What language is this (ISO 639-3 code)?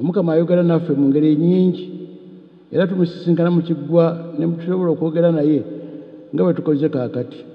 lug